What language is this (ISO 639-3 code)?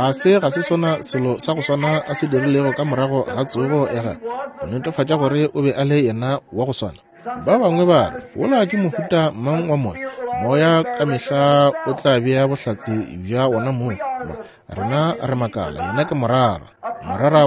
nso